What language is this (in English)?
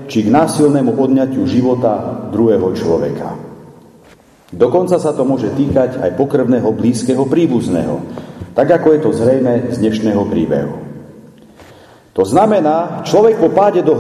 Slovak